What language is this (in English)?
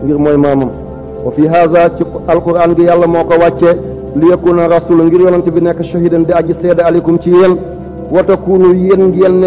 Wolof